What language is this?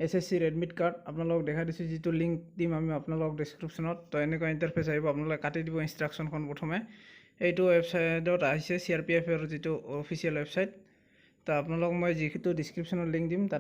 Assamese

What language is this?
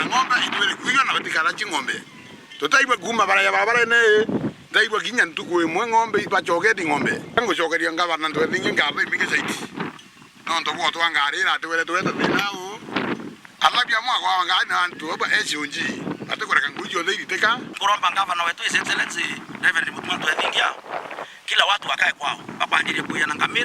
Meru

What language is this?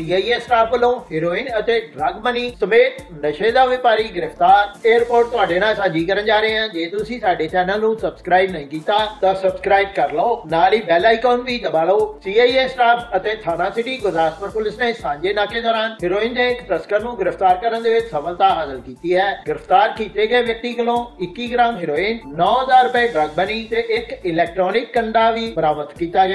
Punjabi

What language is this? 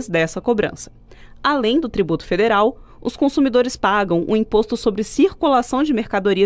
Portuguese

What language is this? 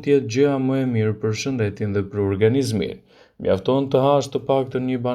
Albanian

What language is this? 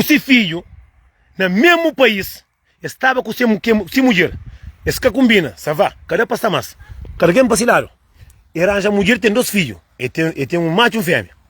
Kabuverdianu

